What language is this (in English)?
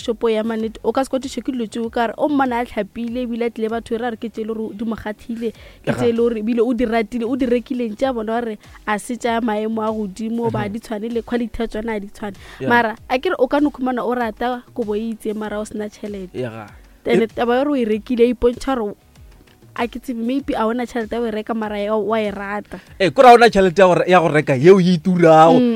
Northern Sotho